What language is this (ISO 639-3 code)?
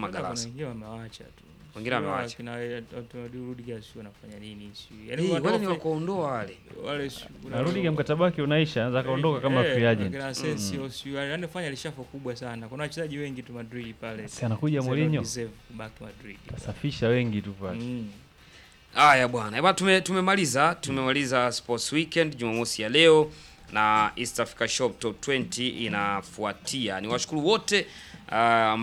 swa